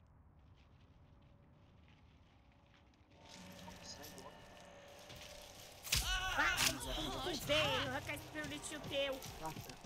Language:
Portuguese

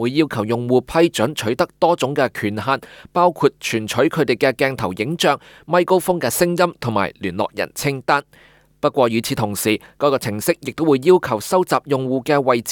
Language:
Cantonese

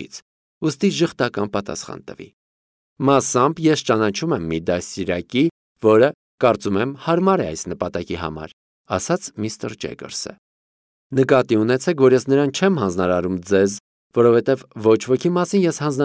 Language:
Armenian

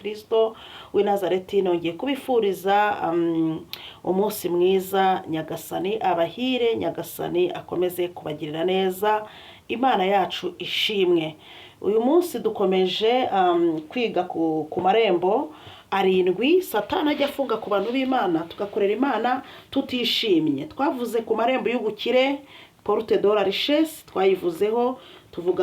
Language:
Kinyarwanda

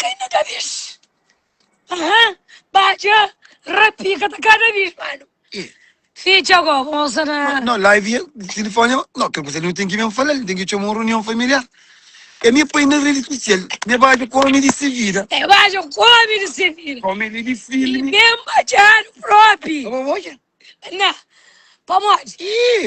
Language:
Kabuverdianu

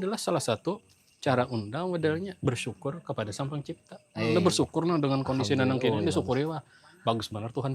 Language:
Banjar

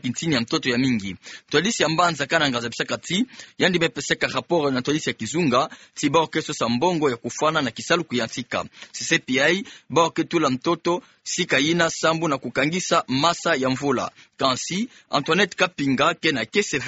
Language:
Kituba (Democratic Republic of Congo)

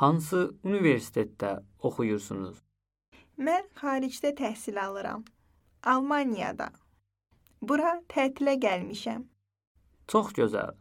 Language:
Azerbaijani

